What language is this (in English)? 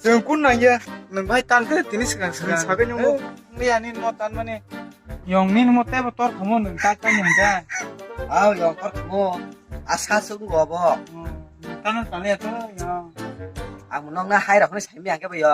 Kok Borok